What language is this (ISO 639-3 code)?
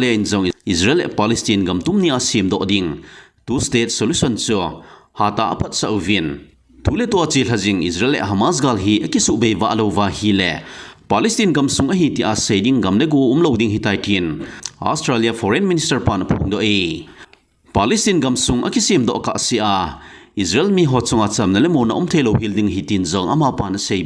tcz